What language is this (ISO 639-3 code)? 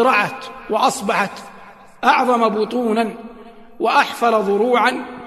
ara